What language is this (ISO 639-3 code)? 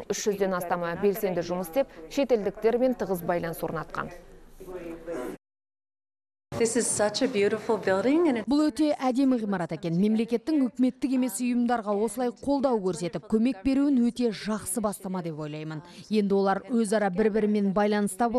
kaz